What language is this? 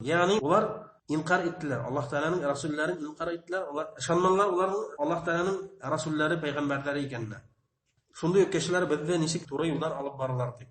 Bashkir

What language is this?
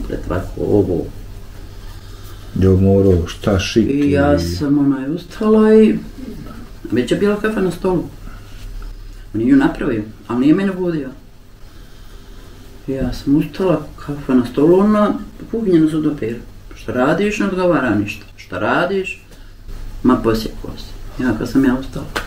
Bosnian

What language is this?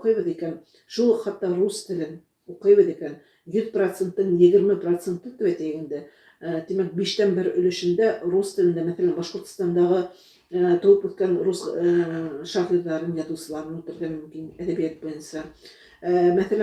Bashkir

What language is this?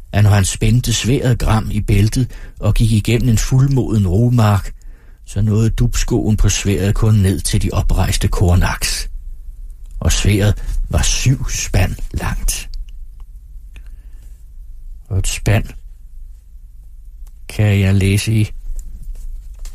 Danish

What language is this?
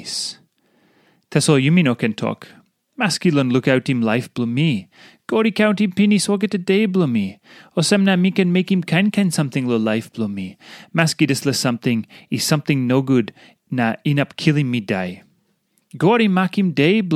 Tok Pisin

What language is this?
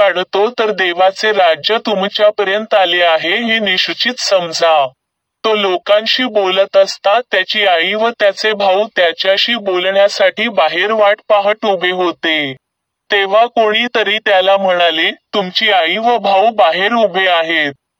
Marathi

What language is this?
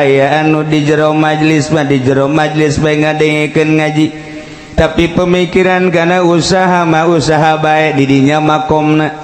Sundanese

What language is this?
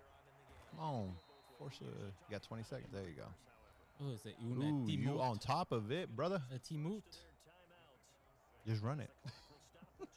English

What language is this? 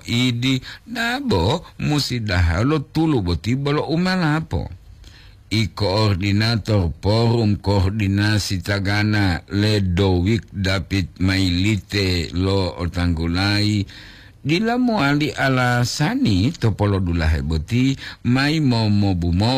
Gorontalo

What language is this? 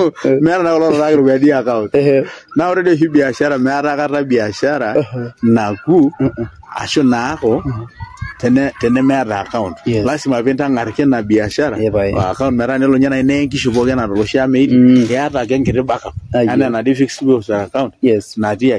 Masai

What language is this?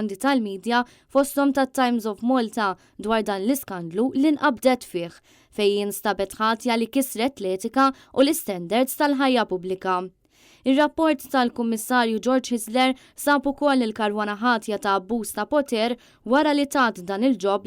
Maltese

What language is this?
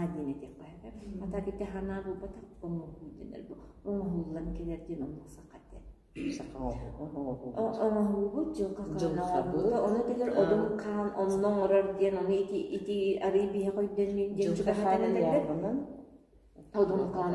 Yakut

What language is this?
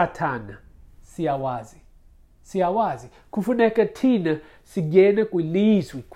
Xhosa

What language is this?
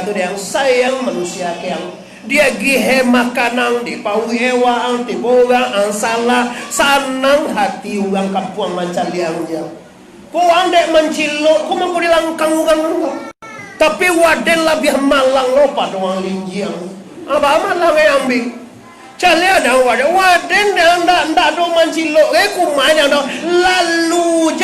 Minangkabau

